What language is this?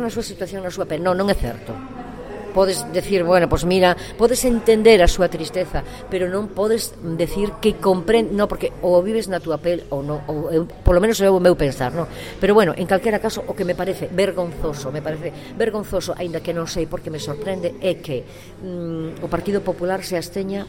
Galician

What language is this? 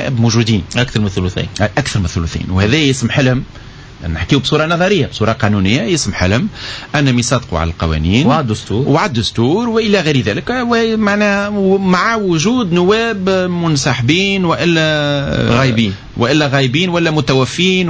Tunisian Arabic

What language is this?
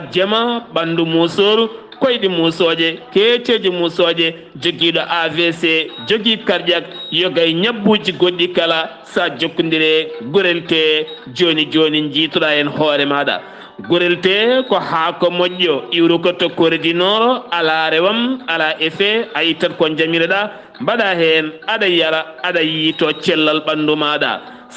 Fula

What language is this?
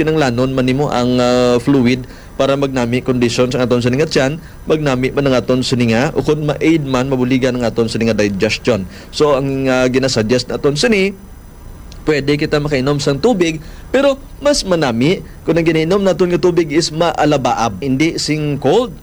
Hiligaynon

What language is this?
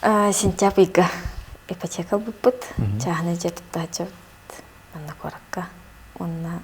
Yakut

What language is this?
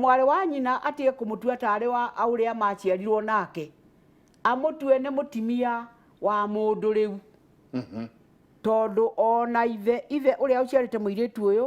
Kikuyu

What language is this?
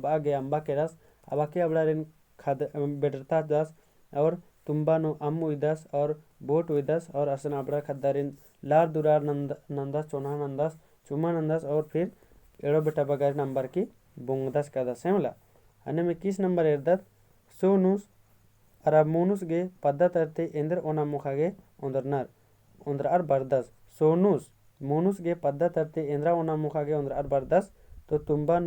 Kurukh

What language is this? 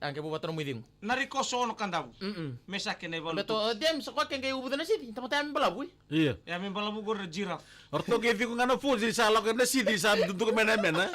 Fijian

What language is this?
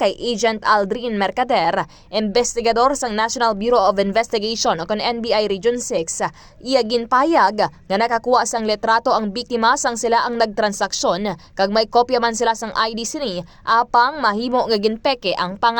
Hiligaynon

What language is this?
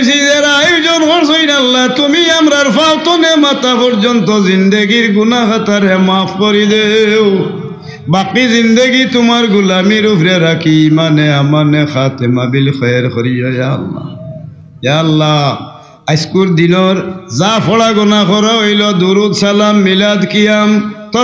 Sylheti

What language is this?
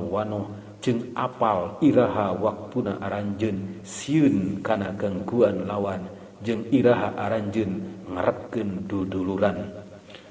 Sundanese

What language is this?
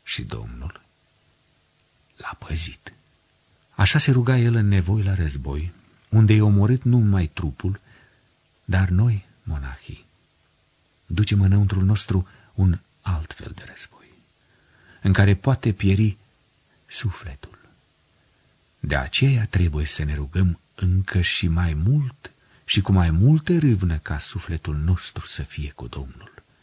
Romanian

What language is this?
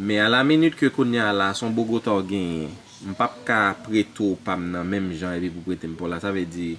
Haitian Creole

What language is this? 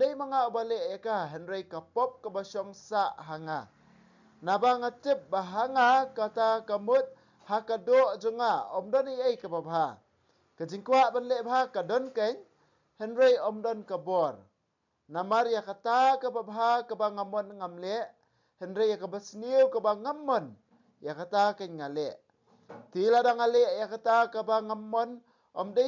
Khasi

